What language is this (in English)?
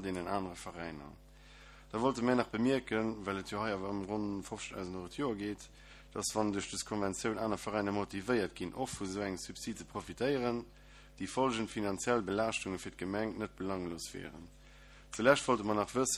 Luxembourgish